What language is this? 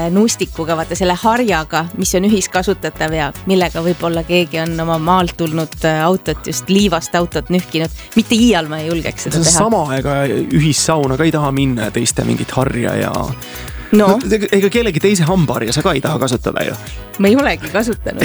Estonian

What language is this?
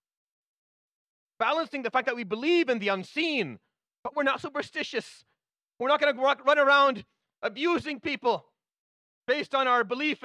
English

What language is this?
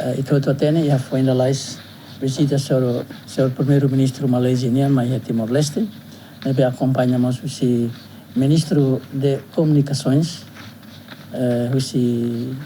Tetum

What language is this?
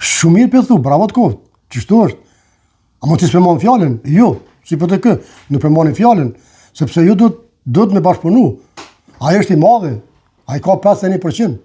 Albanian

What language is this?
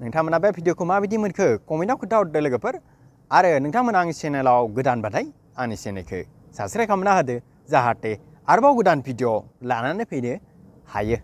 Bodo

